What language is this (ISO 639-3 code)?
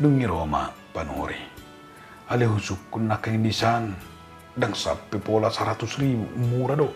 bbc